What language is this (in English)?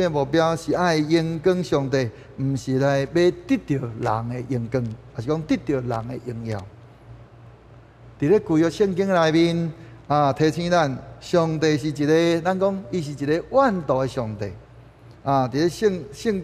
Min Nan Chinese